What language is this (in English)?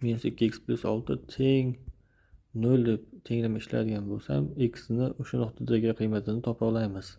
Uzbek